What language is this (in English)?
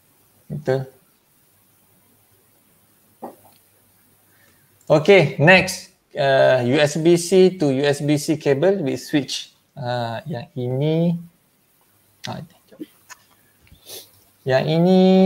Malay